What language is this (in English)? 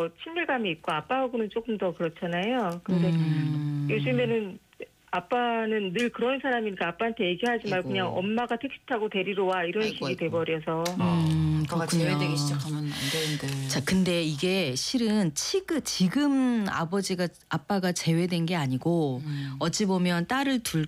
Korean